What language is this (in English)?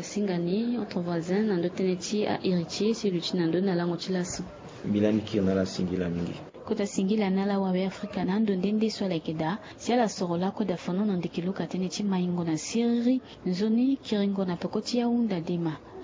Sango